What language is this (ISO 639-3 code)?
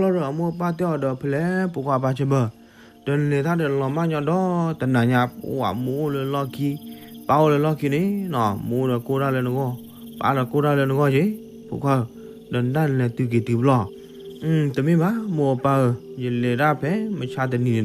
ksw